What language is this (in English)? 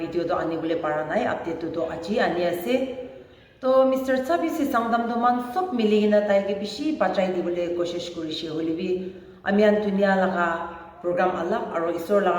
Naga Pidgin